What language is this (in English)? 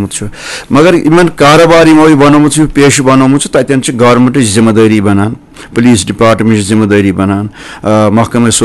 Kashmiri